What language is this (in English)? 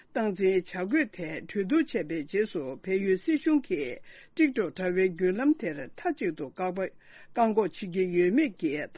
Tibetan